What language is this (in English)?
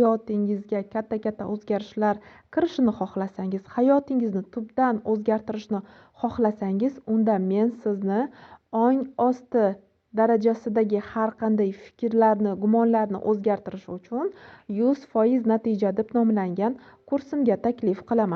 Uzbek